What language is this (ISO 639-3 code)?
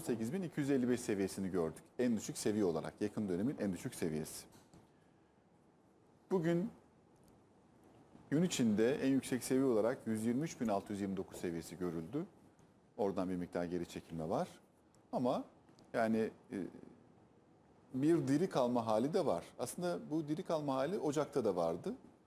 tur